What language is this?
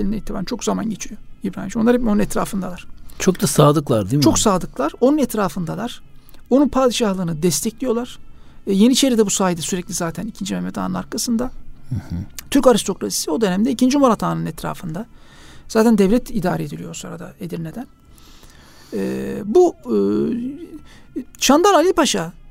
Turkish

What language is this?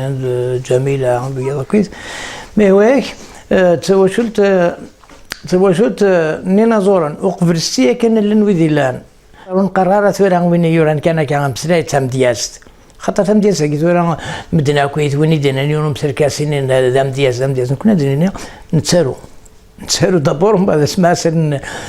Kabyle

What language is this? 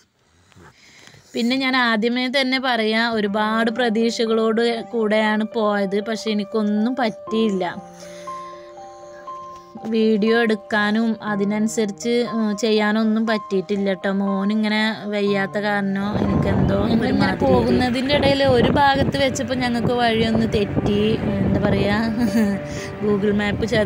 Malayalam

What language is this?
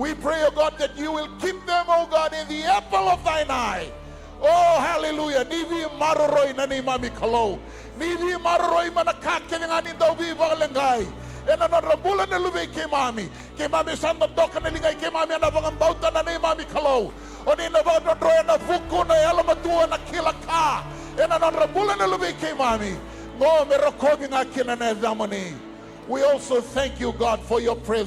Fijian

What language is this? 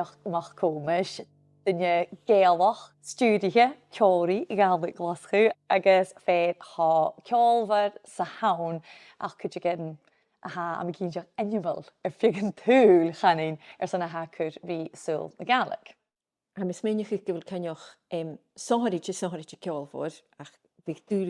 Scottish Gaelic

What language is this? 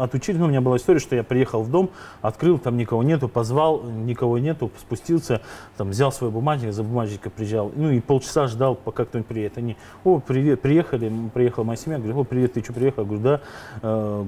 Russian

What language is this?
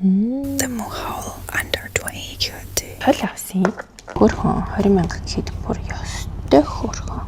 Mongolian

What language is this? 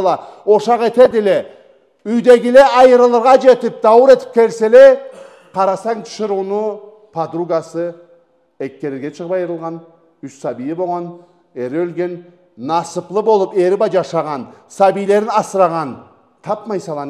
Karachay-Balkar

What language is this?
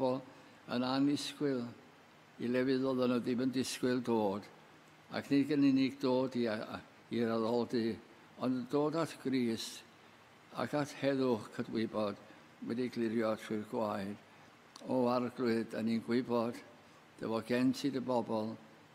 Welsh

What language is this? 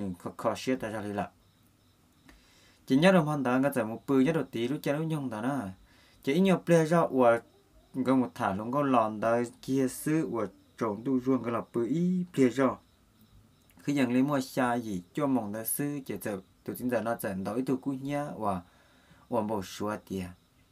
Vietnamese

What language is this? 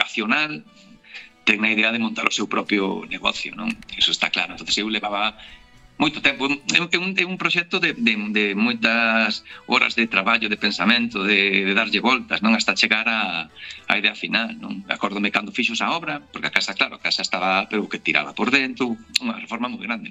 Galician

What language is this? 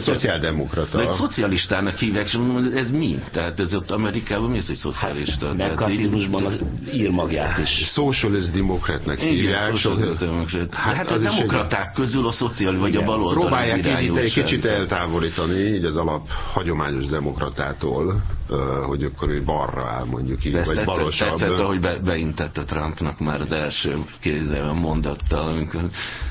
Hungarian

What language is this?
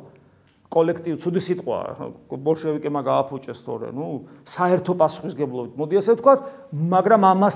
Georgian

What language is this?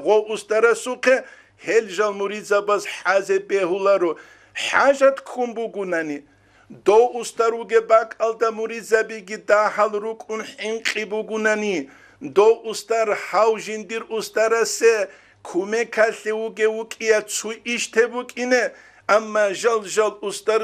Avaric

